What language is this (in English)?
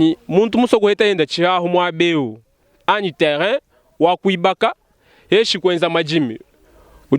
Luba-Lulua